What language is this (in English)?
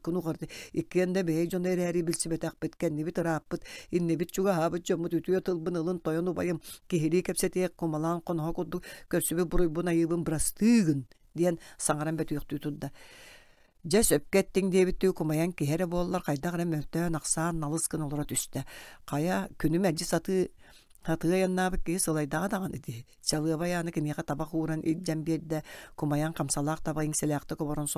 Yakut